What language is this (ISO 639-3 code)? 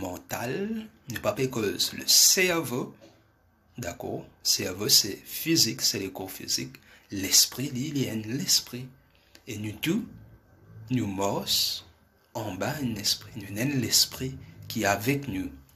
mfe